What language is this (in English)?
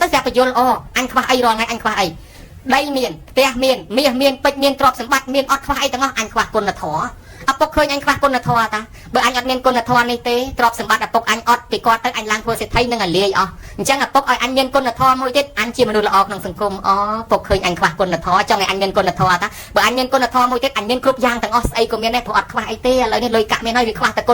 Khmer